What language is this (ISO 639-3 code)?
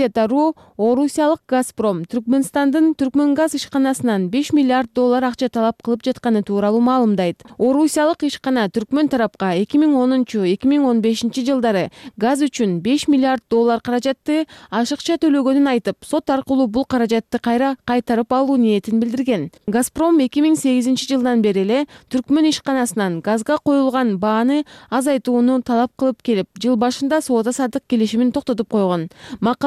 kir